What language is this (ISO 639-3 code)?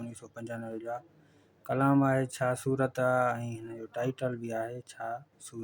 snd